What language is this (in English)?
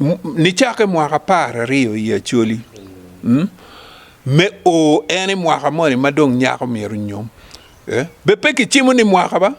Acoli